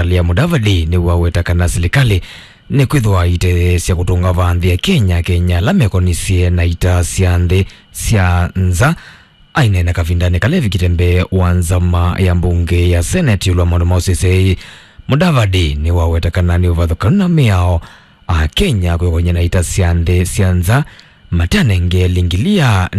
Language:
Kamba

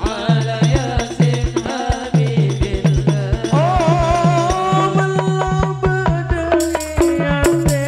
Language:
Madurese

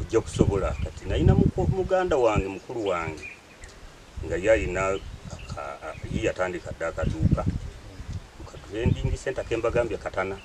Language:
Ganda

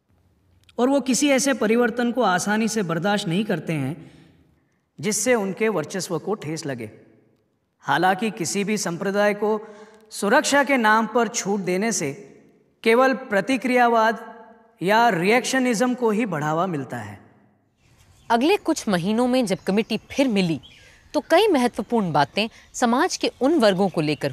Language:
Hindi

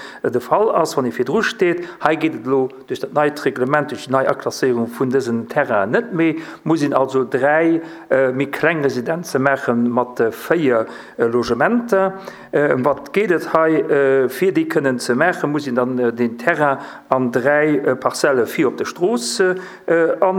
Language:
Luxembourgish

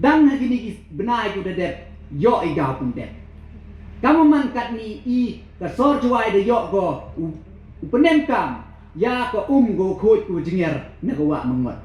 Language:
Pnar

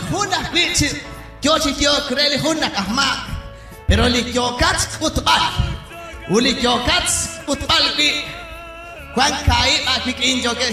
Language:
Kekchí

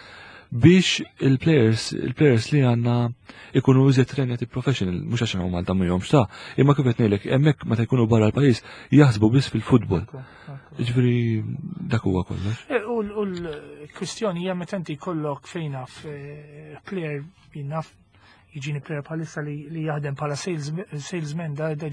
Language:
Maltese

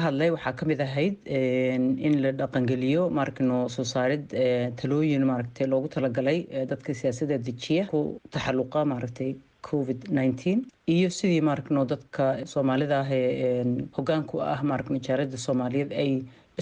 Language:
Somali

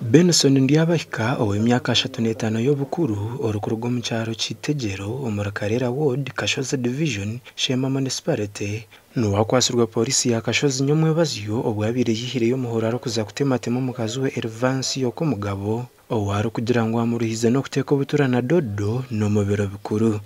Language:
Nyankole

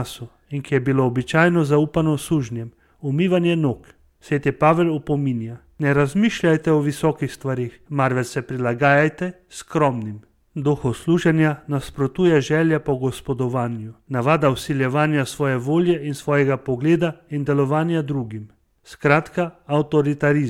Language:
Slovenian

